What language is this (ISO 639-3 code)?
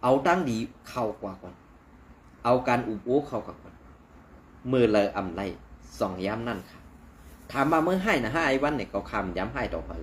shn